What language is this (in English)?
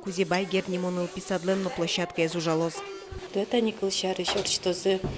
Udmurt